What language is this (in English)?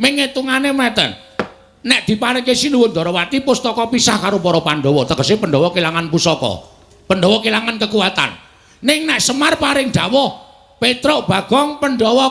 Javanese